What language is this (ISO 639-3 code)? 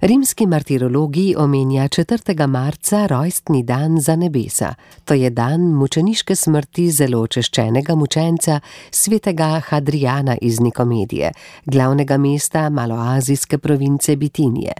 slv